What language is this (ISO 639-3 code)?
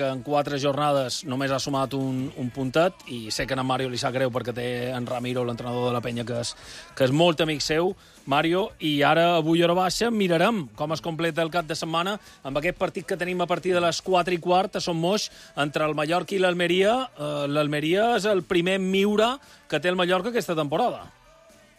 cat